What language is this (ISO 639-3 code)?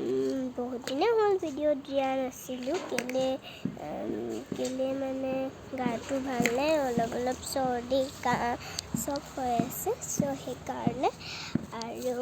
asm